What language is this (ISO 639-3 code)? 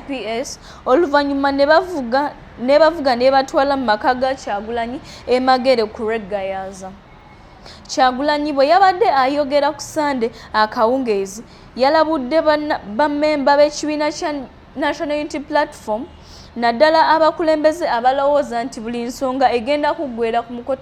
lug